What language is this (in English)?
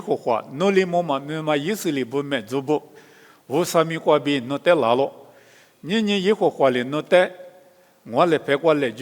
Lisu